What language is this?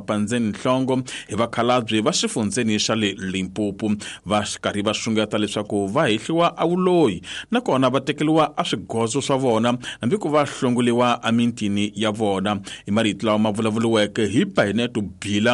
Tsonga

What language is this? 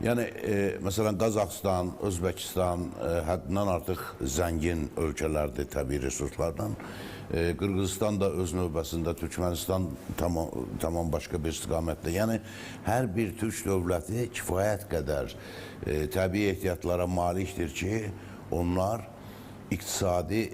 Azerbaijani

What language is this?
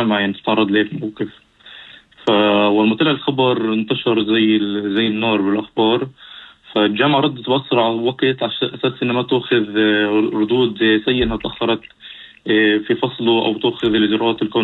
North Levantine Arabic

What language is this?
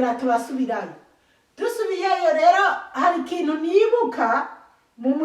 Rundi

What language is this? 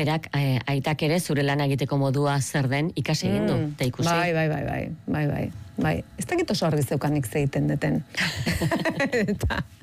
Basque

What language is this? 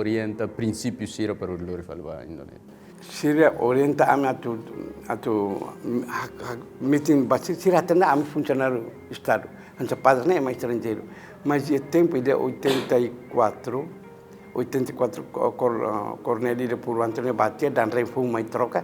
Tetum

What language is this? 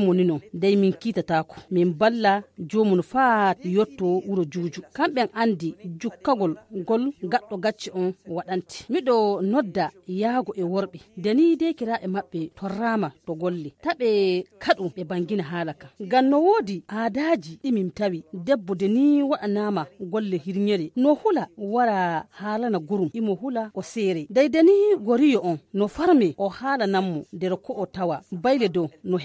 Nigerian Fulfulde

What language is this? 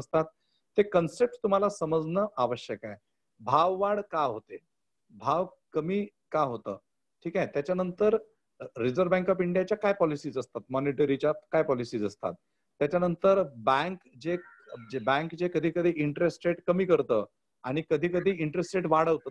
Marathi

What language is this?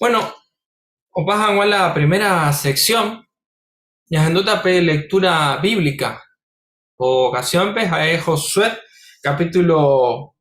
Guarani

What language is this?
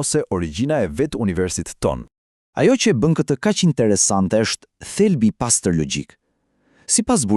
Albanian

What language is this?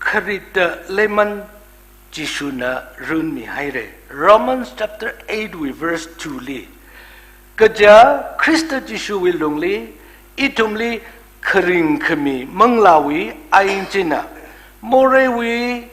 Tangkhul Naga (India)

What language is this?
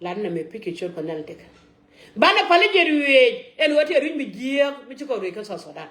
Nuer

